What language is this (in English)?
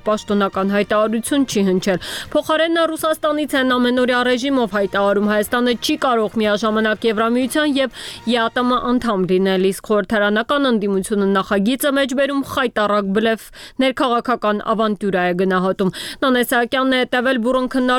Armenian